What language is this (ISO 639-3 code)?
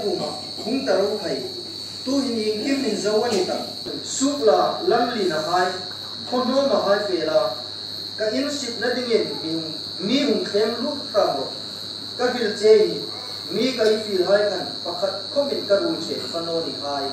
hmr